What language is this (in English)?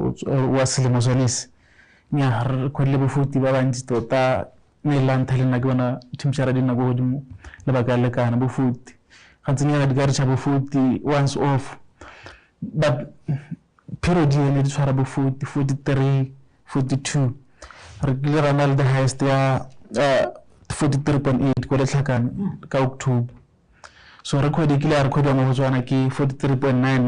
Tswana